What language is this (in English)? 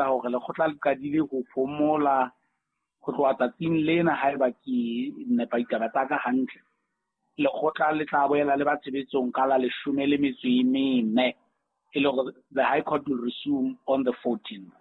Southern Sotho